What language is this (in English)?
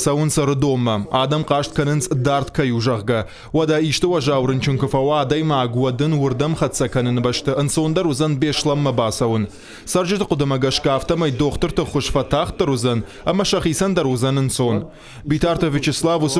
Ossetic